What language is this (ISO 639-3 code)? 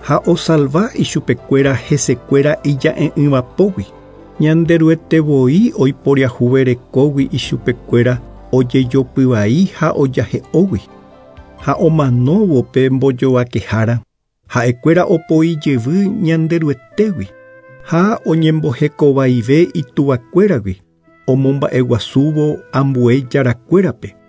grn